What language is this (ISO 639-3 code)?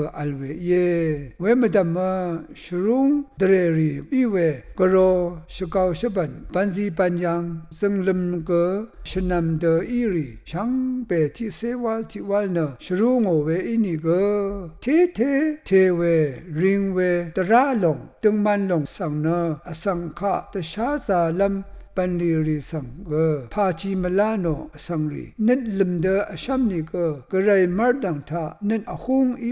raw